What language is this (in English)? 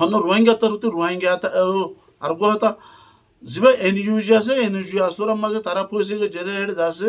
Rohingya